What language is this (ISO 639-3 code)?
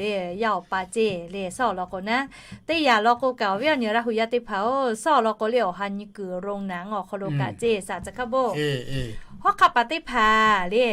lhu